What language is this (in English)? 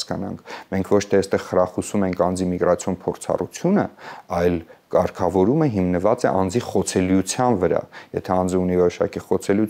Armenian